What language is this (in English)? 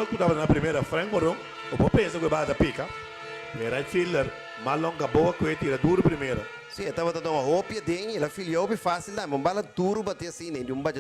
Papiamento